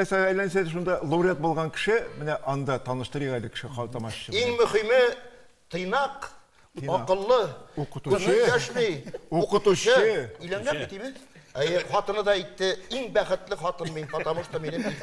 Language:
Tatar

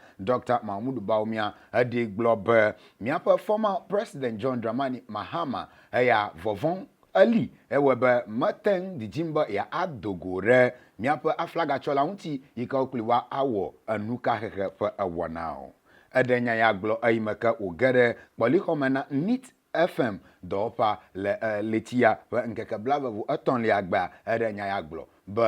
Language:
Ewe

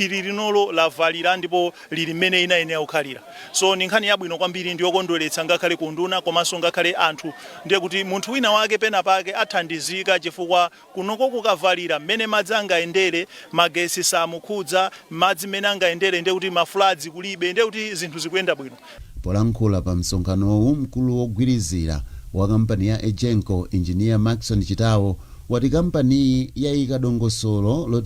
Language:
Nyanja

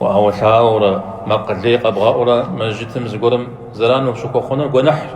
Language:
Kabardian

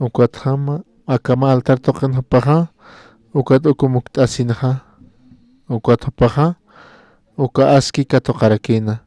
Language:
Aymara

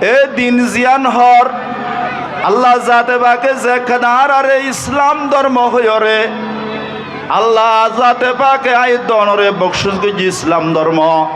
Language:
Rohingya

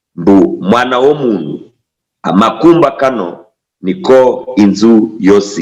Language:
Luyia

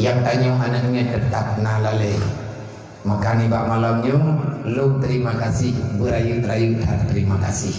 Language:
Achinese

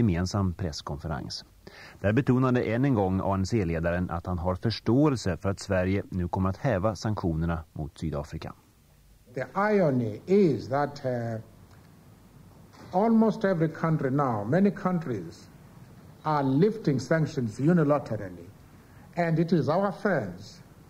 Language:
Swedish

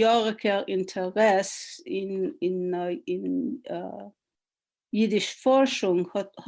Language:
Yiddish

